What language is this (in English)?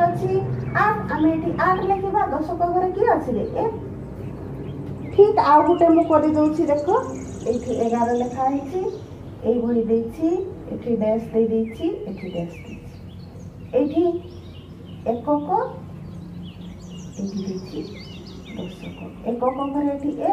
Odia